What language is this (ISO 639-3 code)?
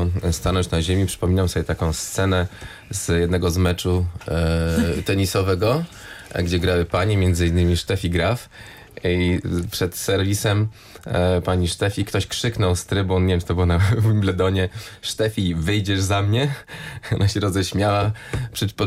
pol